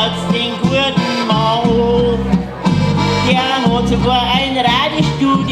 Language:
Bavarian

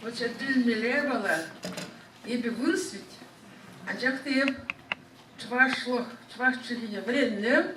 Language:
Chuvash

